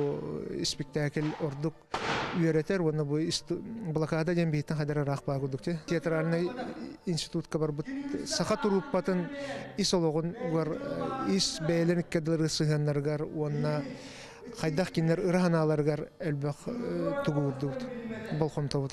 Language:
Yakut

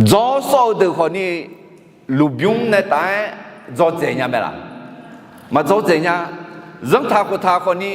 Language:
Akha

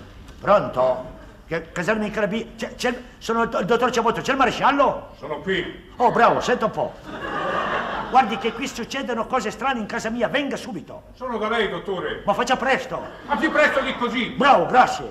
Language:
Italian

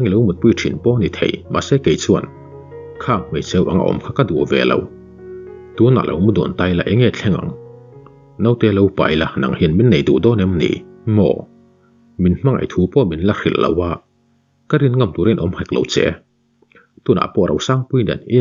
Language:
Mizo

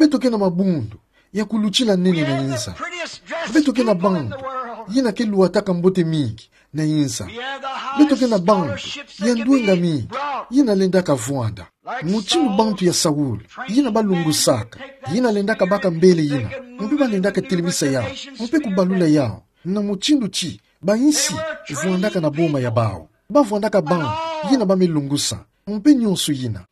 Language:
Kituba (Democratic Republic of Congo)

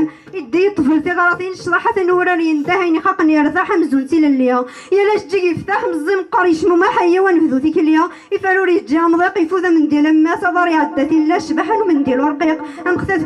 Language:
Kabyle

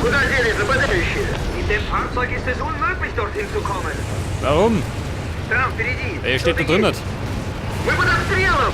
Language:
Bavarian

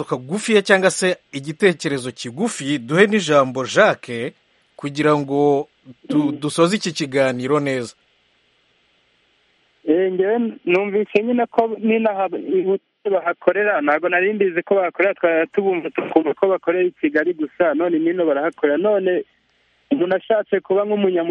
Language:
Kinyarwanda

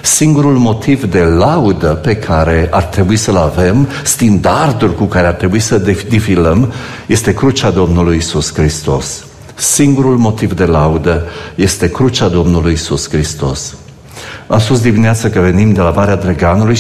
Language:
Romanian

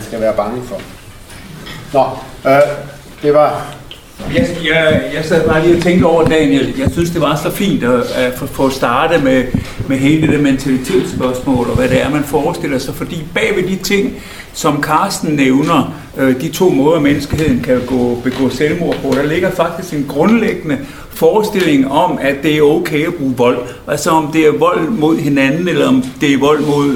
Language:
Danish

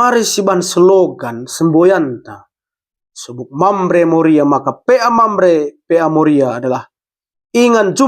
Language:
Batak Karo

